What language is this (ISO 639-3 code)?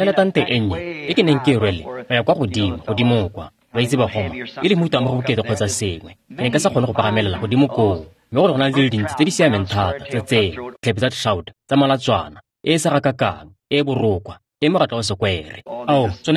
tsn